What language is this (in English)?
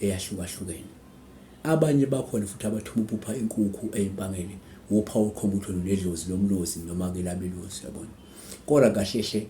Zulu